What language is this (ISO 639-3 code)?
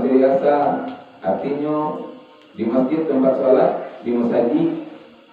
min